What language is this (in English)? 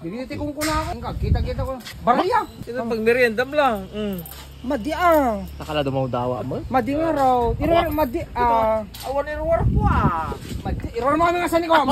Iloko